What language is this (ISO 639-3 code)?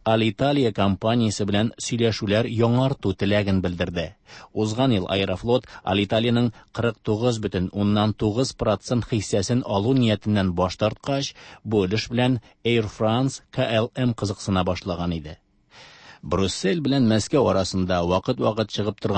tat